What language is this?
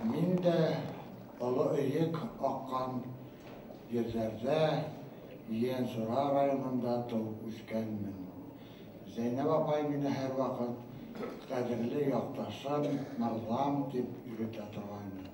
Bashkir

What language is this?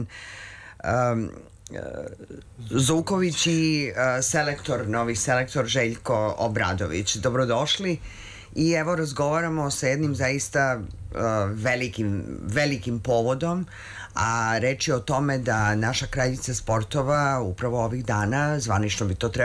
Serbian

